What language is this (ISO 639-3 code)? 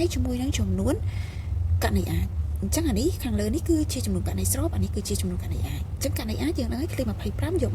khm